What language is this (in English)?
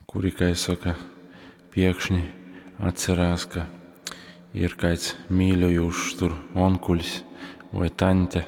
Latgalian